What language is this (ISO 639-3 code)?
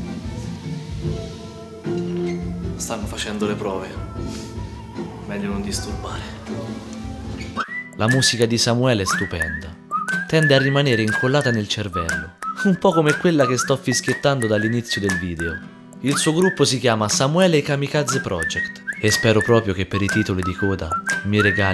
ita